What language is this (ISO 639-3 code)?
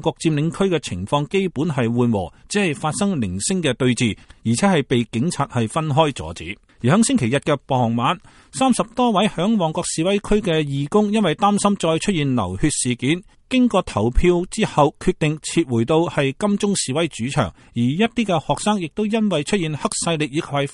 yue